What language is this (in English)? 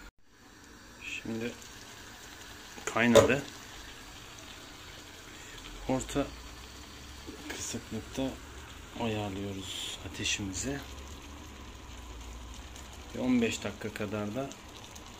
Turkish